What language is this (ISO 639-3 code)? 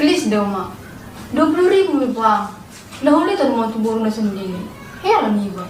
bbc